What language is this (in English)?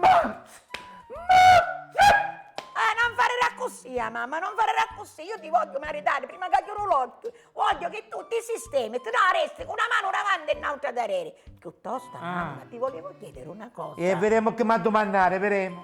Sicilian